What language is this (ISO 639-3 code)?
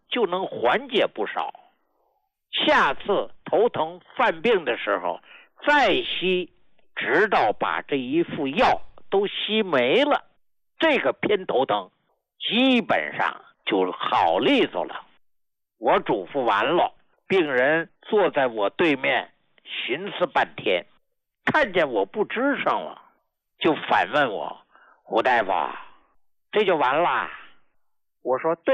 zho